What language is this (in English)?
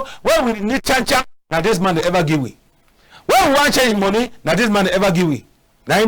Cameroon Pidgin